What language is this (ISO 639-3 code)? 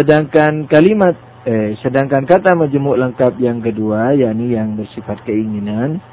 ind